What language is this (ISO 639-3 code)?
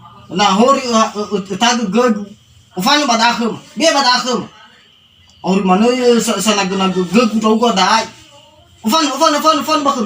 nia